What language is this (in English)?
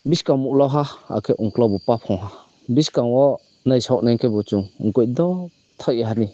Riang (India)